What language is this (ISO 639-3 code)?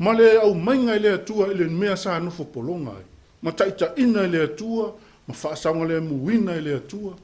smo